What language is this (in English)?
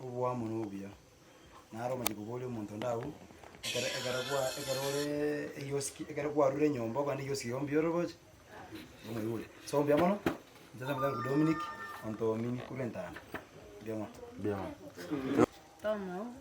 Gusii